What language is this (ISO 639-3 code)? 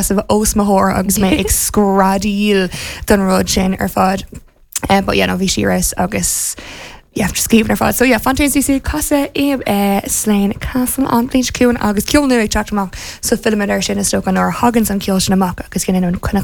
gle